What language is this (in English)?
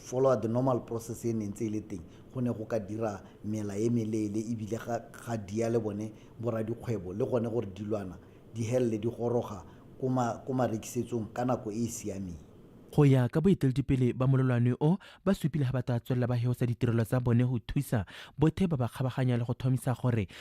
Tswana